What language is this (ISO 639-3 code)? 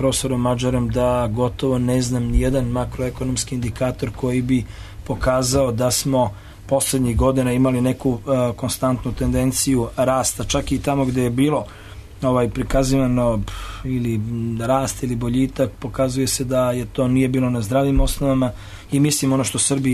srp